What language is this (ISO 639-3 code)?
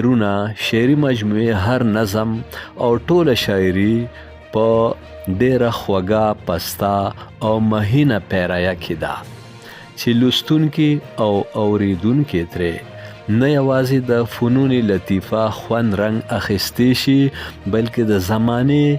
pus